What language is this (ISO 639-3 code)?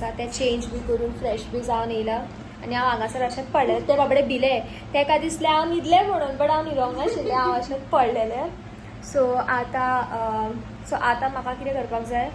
kok